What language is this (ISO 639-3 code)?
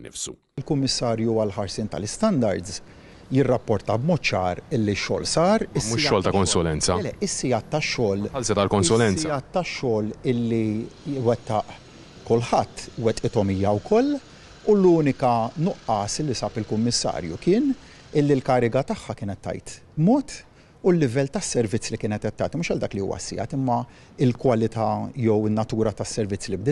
mlt